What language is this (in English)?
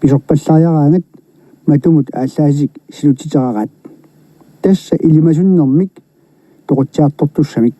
Kalaallisut